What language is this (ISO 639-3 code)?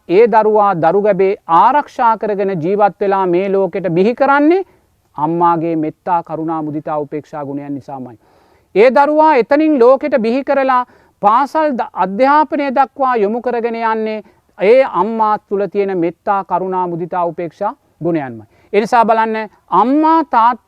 sin